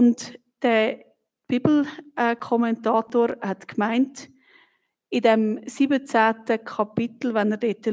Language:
Swiss German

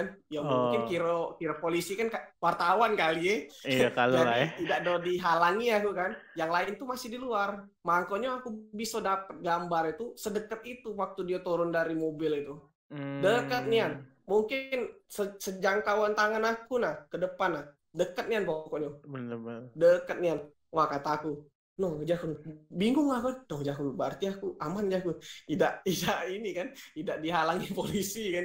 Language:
Musi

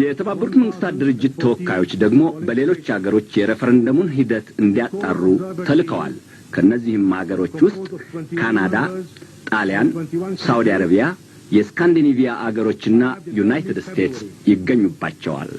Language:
Amharic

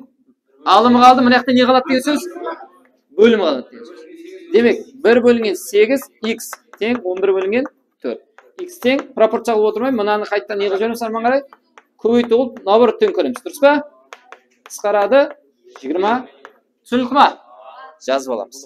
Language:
Kara-Kalpak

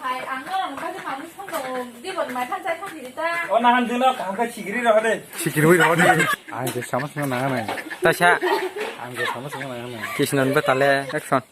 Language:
Kok Borok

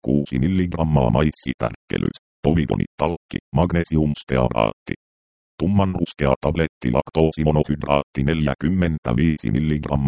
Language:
Finnish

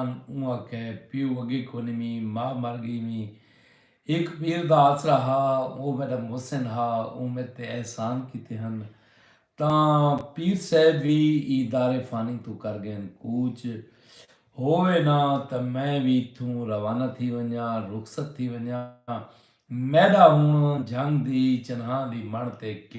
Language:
Saraiki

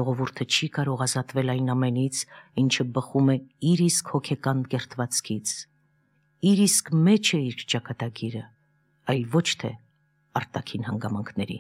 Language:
Armenian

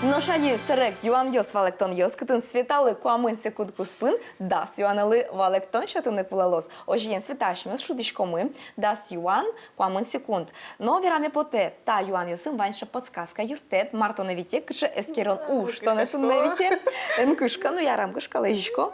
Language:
Udmurt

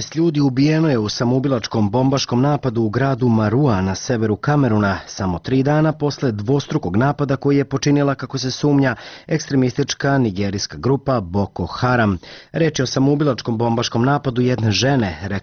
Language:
Serbian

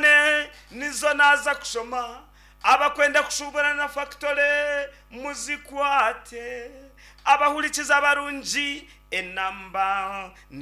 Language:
Nyankole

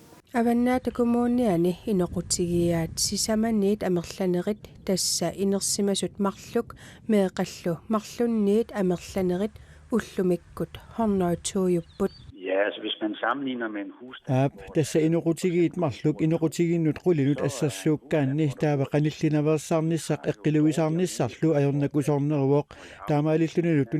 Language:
Kalaallisut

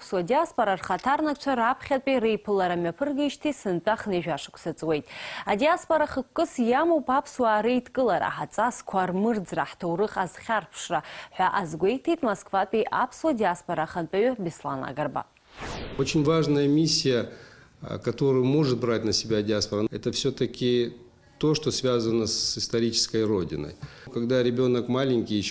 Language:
Abkhazian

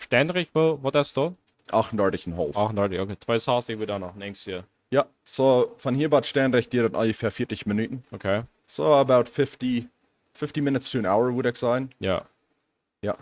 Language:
Plautdietsch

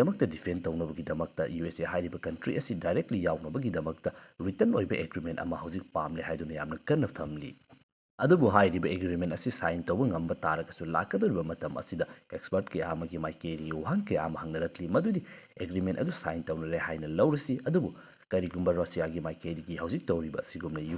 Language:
Manipuri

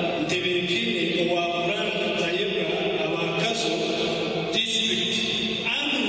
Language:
Nyankole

